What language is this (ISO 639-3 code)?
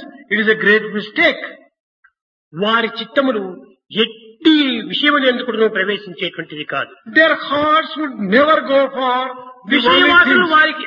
tel